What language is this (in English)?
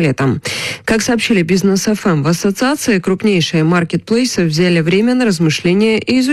Russian